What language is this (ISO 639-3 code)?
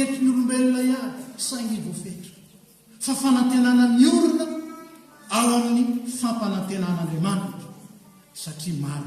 mlg